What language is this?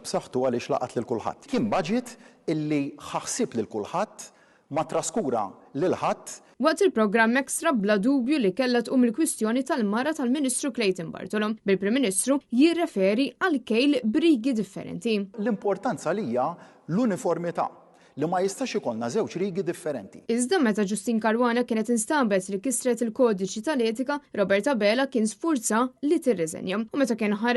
Maltese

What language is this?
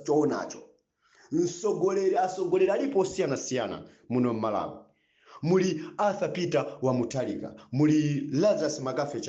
Nyanja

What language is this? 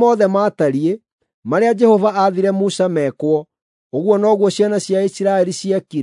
Kikuyu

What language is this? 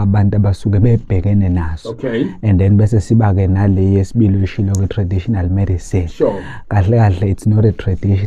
Zulu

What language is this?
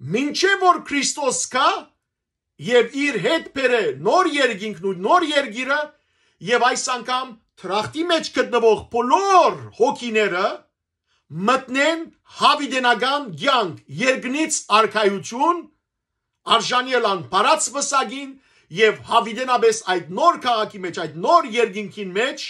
Western Armenian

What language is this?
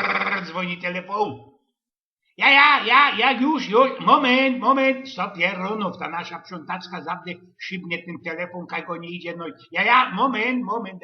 Silesian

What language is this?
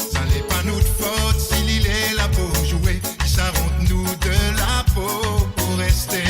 Morisyen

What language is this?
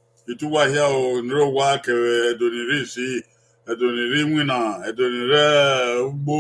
Bini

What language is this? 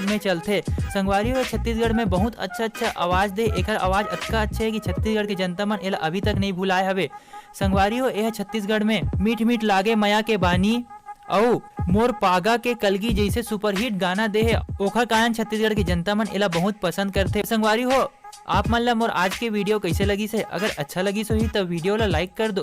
Chhattisgarhi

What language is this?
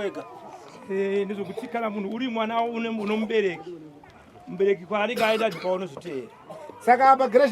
Shona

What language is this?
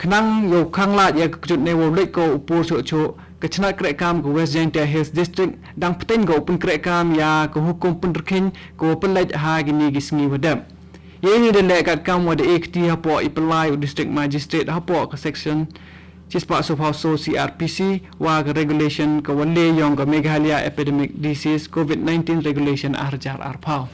Khasi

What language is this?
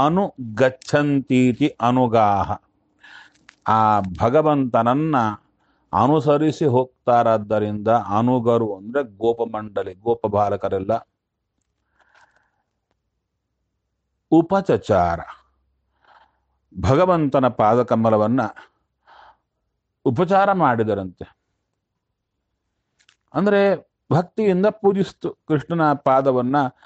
Kannada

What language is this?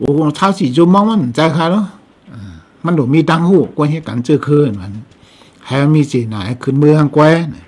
Shan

